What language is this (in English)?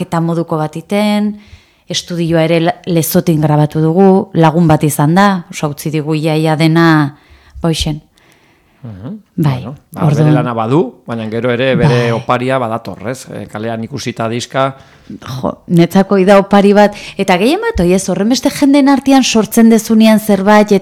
Basque